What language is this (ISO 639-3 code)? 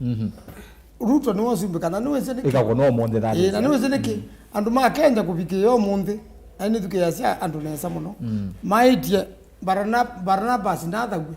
kam